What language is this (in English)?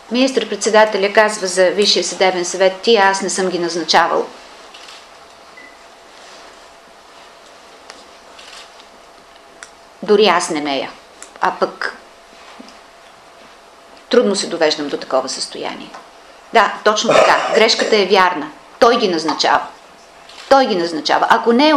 Bulgarian